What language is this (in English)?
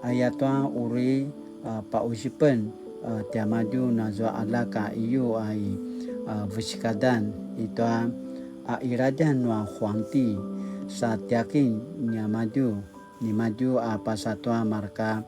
Paiwan